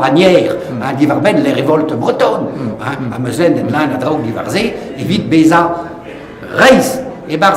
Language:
Breton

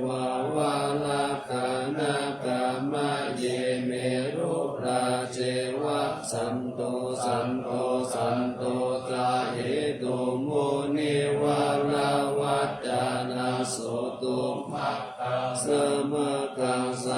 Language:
Pali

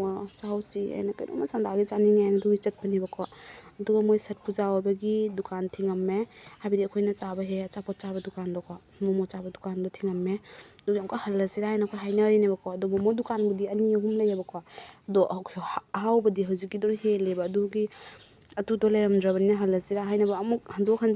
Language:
Manipuri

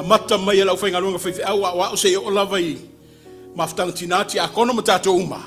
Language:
Samoan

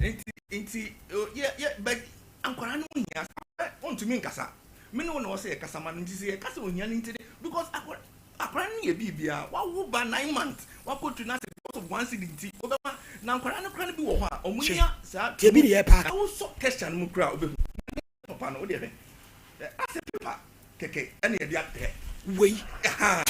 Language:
Akan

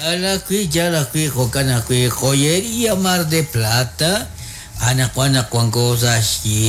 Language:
Kekchí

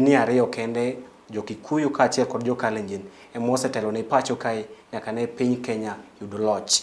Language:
Luo (Kenya and Tanzania)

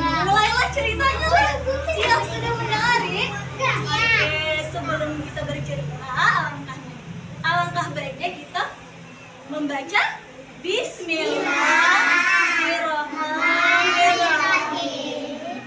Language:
Banjar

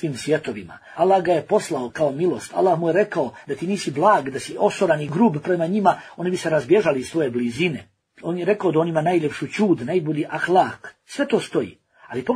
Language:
Bosnian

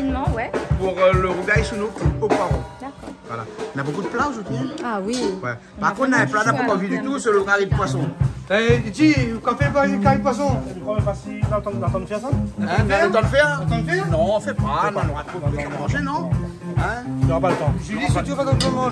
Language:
Réunion Creole French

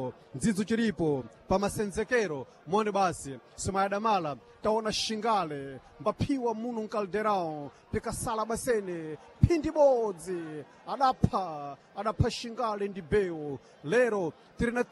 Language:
Sena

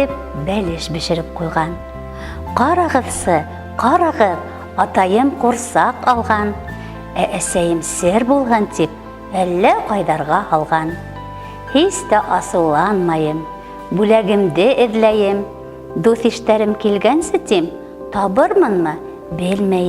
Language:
Bashkir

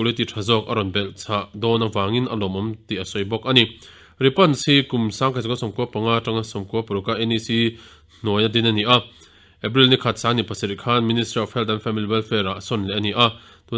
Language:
Mizo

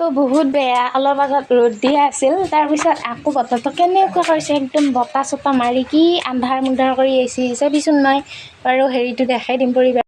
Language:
Assamese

